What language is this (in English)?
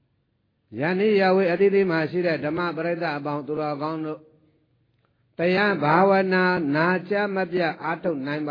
Burmese